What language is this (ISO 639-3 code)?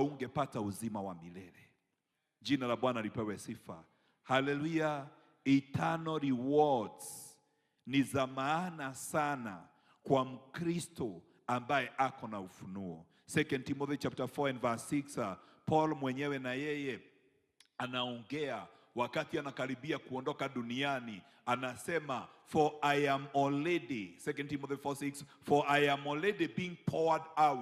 swa